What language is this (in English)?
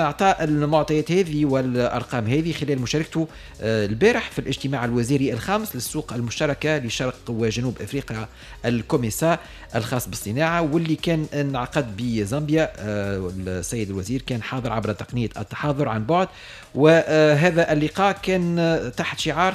Tunisian Arabic